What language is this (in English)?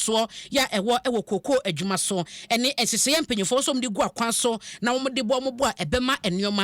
Akan